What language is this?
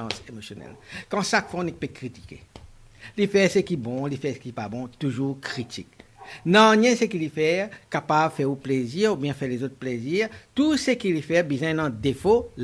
Morisyen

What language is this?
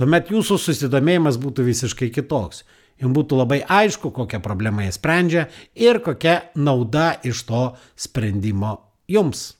Lithuanian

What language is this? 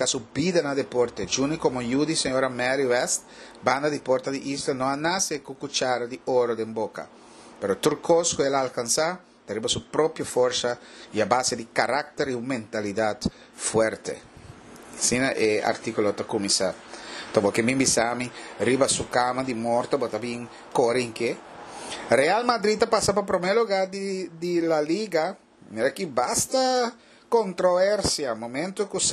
Papiamento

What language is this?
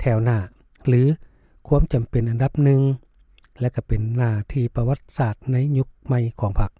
Lao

